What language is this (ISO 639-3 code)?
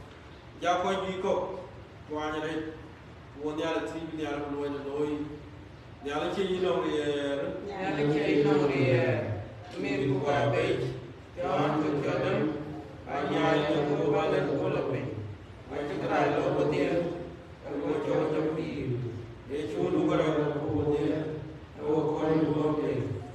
din